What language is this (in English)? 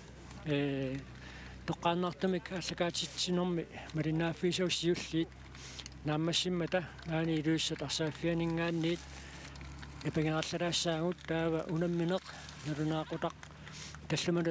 Kalaallisut